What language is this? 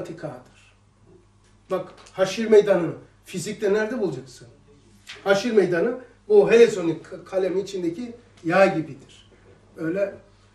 Turkish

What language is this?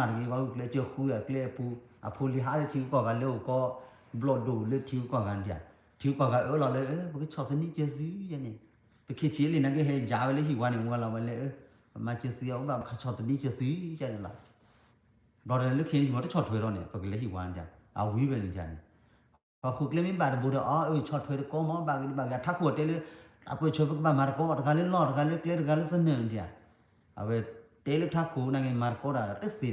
S'gaw Karen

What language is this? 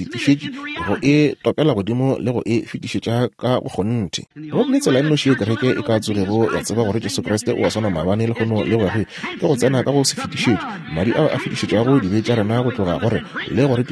Northern Sotho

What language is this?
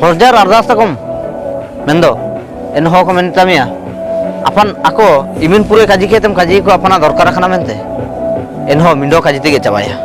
Ho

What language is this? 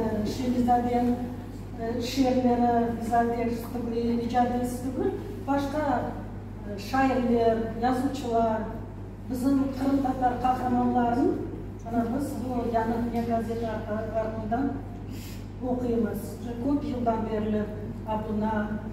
Crimean Tatar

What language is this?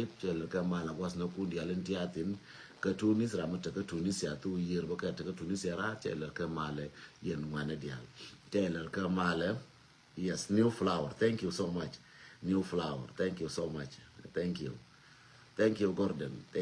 Nuer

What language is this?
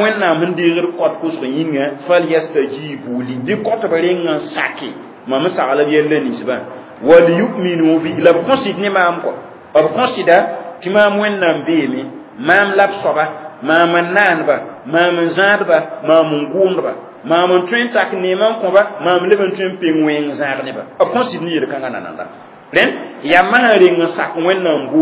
Mossi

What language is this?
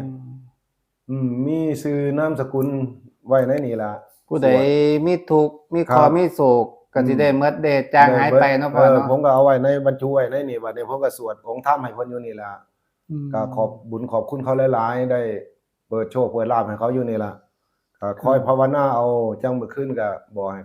Northeastern Thai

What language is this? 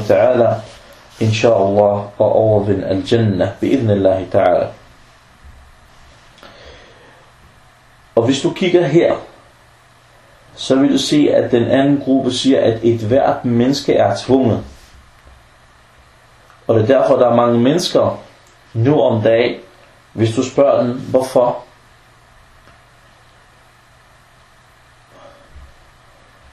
Danish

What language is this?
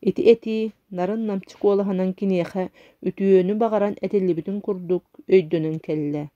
Yakut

